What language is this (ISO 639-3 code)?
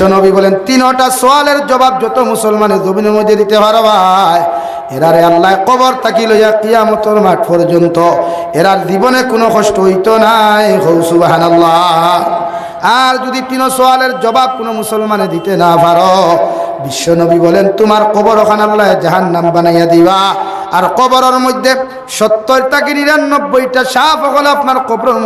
syl